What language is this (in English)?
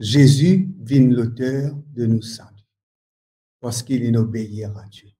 Morisyen